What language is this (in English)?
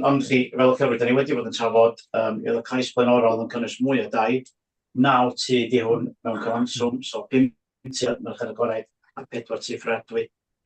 Welsh